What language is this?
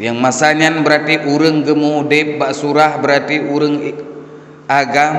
Achinese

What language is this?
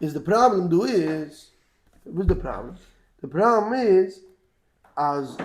Yiddish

